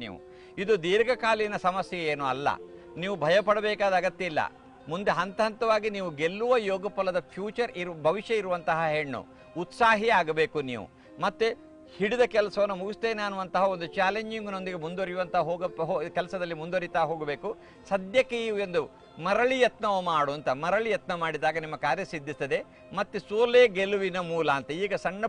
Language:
Kannada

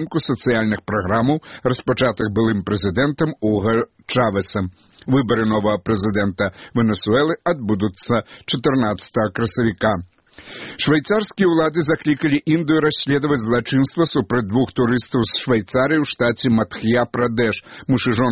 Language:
Belarusian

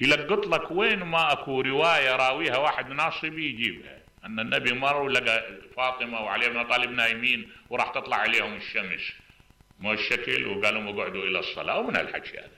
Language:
Mesopotamian Arabic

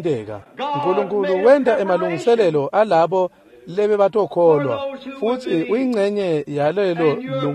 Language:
Swati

